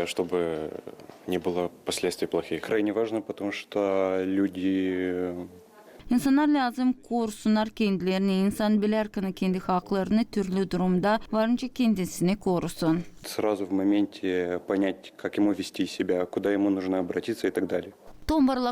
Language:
Gagauz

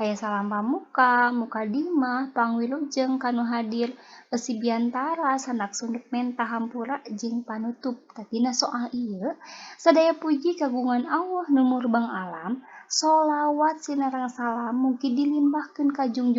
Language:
Sundanese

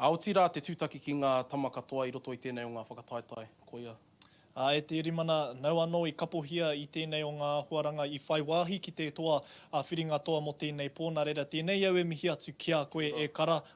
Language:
Māori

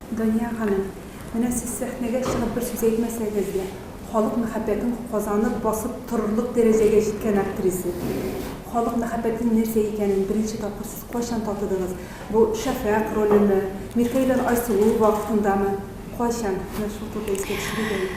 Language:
Tatar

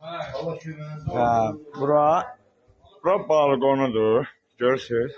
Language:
Azerbaijani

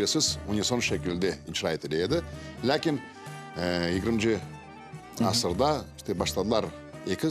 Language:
Crimean Tatar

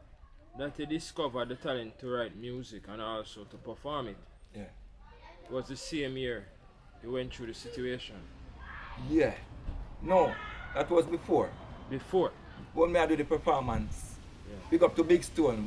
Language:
Jamaican Creole English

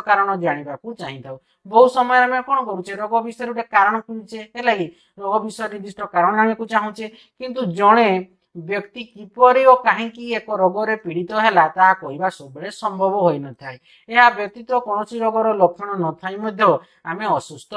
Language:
Odia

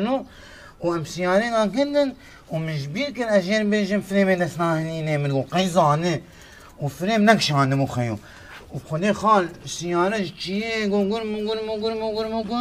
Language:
Kurdish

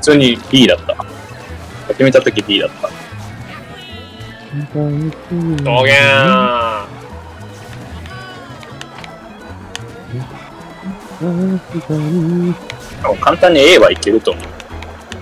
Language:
Japanese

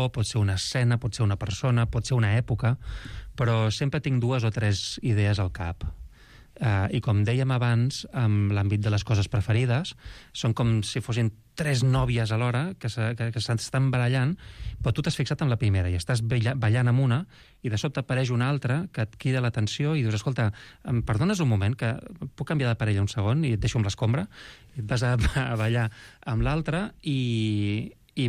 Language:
Catalan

